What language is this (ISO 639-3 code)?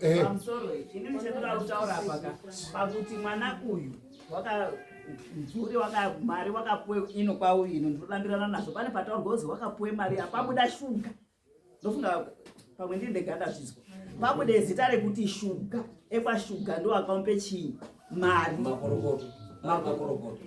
sna